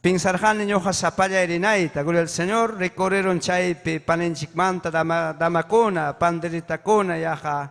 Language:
Ayacucho Quechua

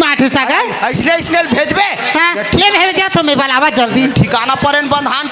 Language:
Chhattisgarhi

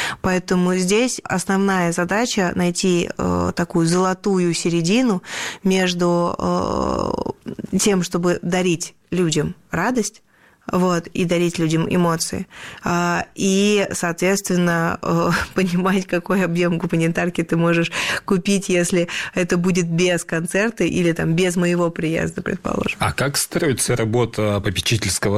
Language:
Russian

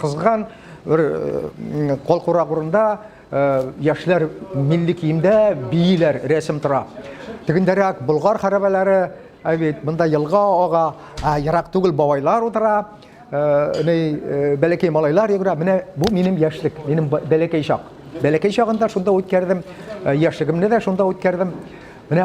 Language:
Tatar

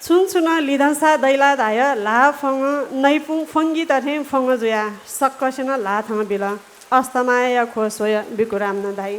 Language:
Newari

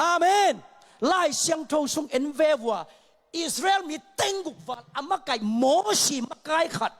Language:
Tedim Chin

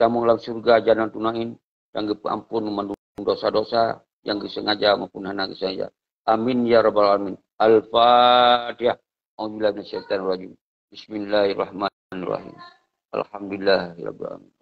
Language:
Achinese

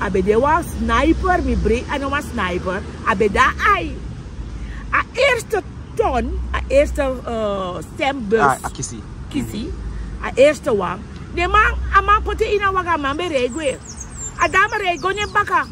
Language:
Sranan Tongo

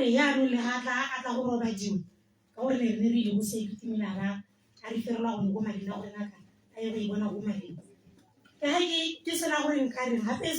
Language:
Tswana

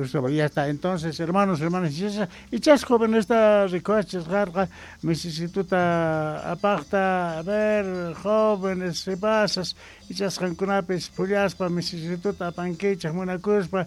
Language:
South Bolivian Quechua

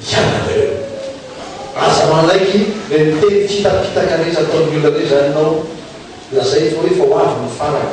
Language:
Malagasy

